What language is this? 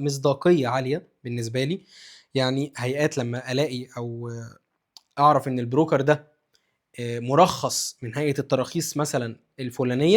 Egyptian Arabic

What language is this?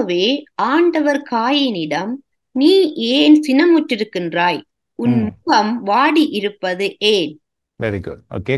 Tamil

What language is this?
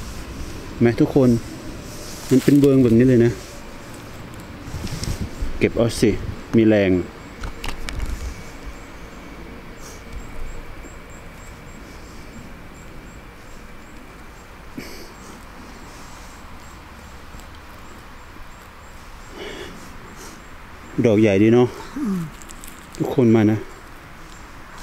Thai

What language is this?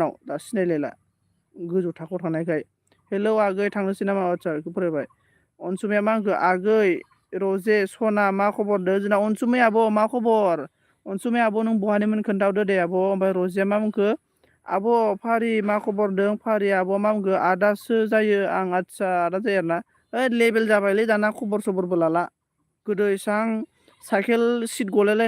Bodo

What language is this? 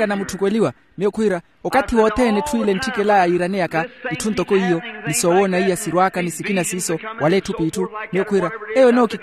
Makhuwa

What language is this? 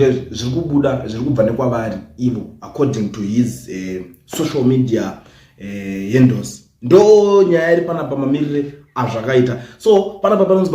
Shona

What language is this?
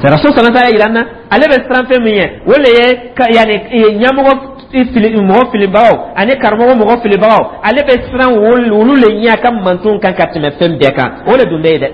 Dyula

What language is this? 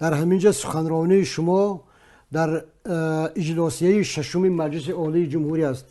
Tajik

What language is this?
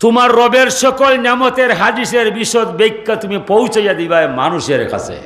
Sylheti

